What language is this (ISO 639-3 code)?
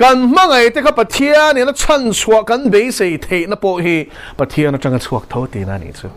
lus